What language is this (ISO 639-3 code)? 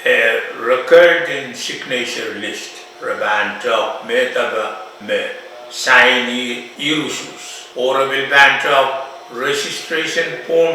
pon